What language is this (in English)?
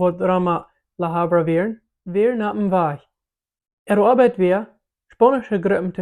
Plautdietsch